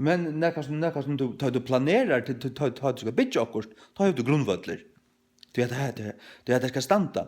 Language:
Faroese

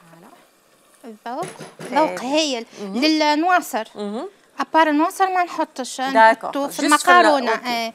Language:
Algerian Arabic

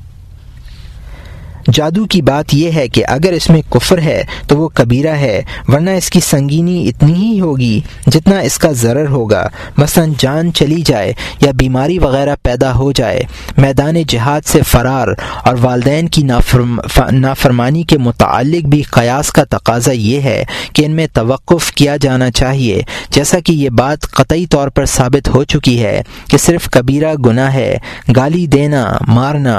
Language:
Urdu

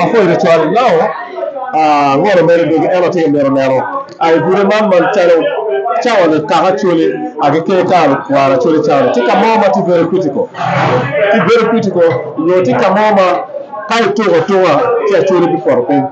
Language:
Acoli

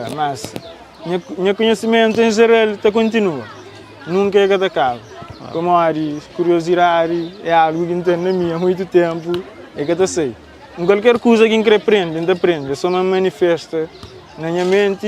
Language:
Kabuverdianu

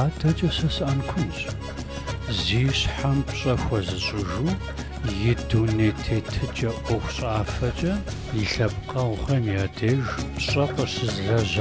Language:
Kabardian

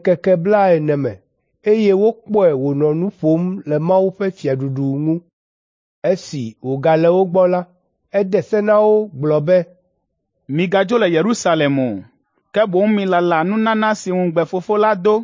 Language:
Ewe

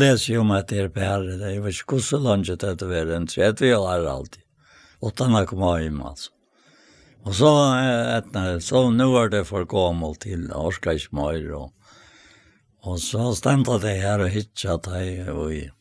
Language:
Faroese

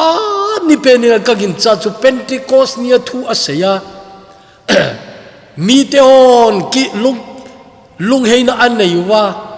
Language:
Thado Chin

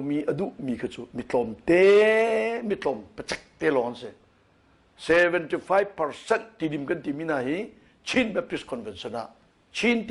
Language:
Hakha Chin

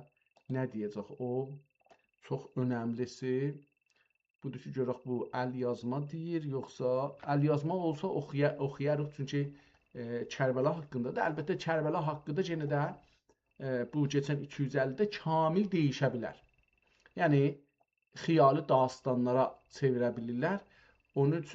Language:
South Azerbaijani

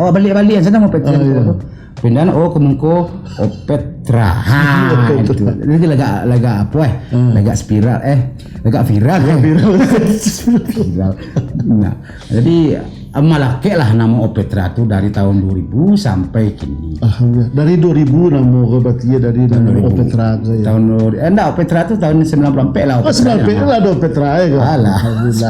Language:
Minangkabau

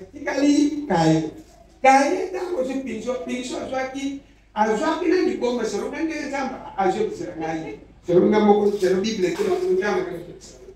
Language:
Lingala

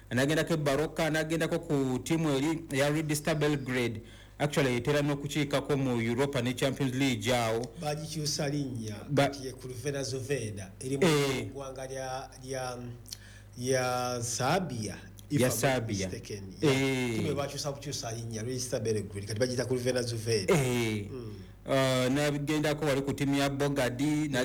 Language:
Ganda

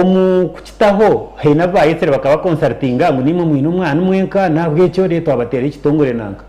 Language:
Nyankole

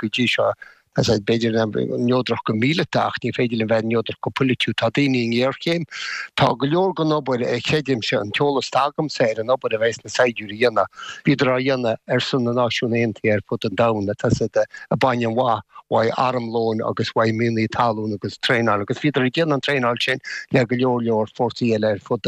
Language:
Irish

